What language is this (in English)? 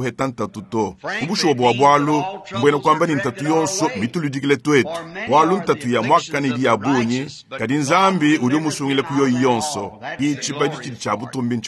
Luba-Lulua